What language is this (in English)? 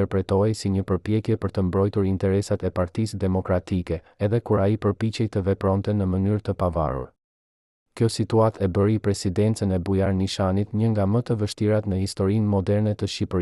Albanian